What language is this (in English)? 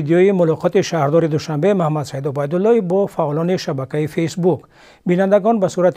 Tajik